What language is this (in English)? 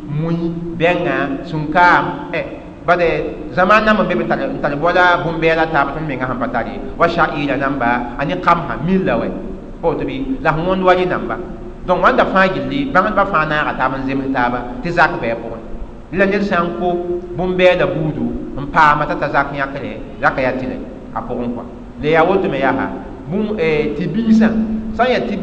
Mossi